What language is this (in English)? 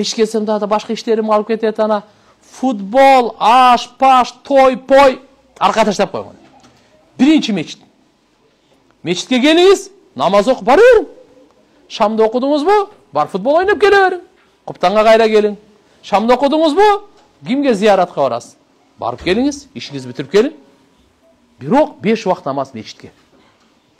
Kyrgyz